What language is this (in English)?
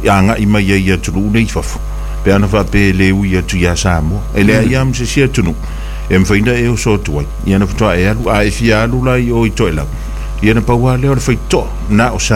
Samoan